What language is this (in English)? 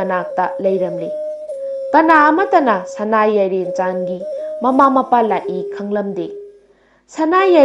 Manipuri